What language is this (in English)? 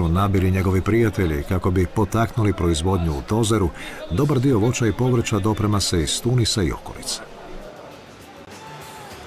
Croatian